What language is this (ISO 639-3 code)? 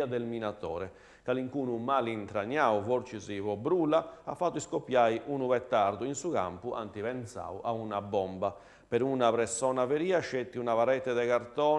srd